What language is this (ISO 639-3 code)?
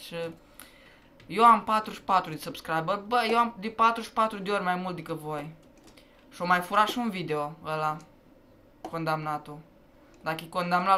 ron